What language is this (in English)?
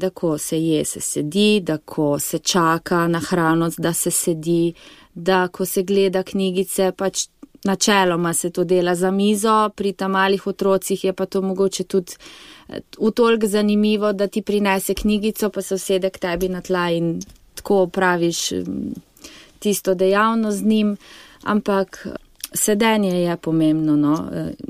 Slovenian